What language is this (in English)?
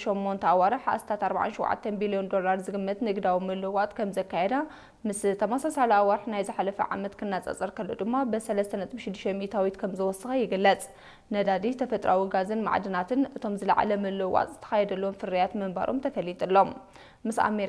Tigrinya